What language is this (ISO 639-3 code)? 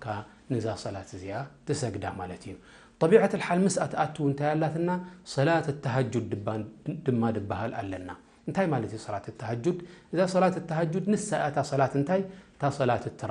tir